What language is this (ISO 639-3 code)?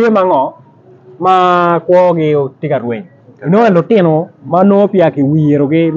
ach